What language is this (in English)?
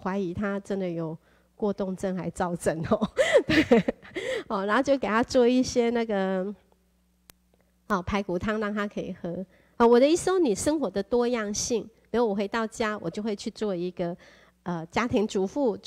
Chinese